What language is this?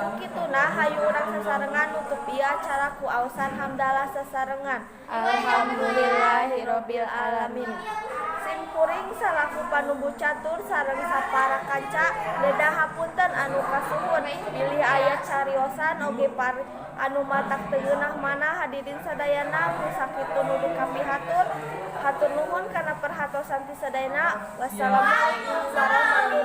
Sundanese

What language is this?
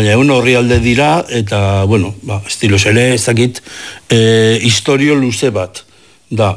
Basque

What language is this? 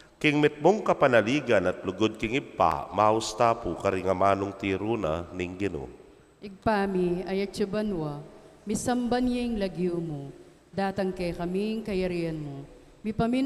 Pampanga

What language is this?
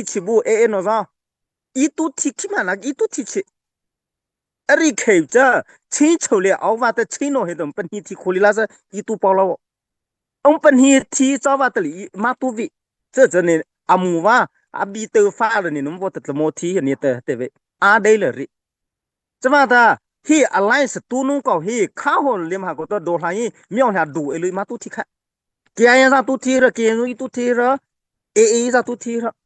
Mara Chin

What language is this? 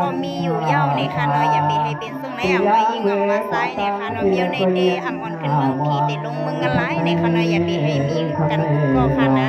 Shan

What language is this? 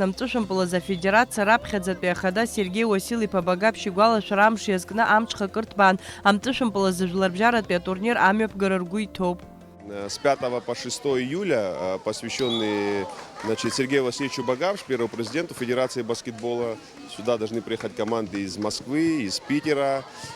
Abkhazian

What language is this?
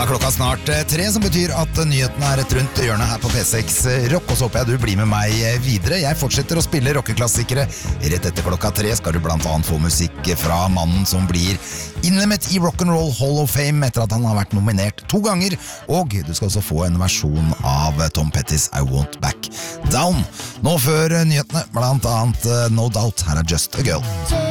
Norwegian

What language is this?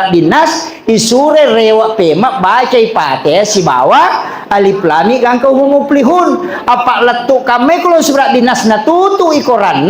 Buginese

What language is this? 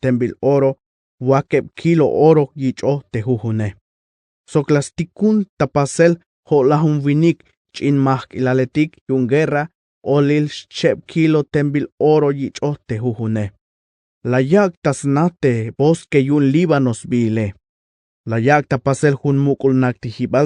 Tzeltal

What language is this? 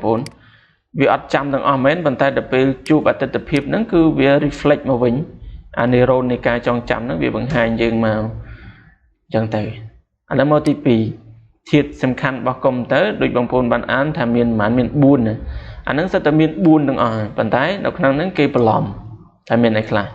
Khmer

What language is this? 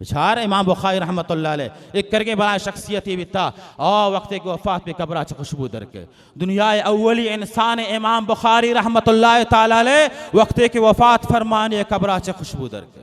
Baluchi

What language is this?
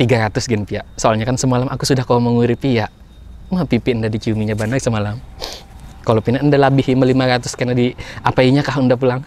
Banjar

